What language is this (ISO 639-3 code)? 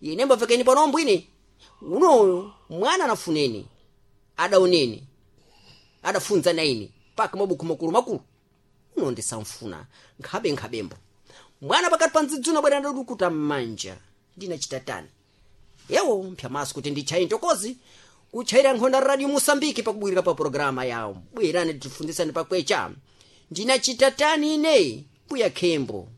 seh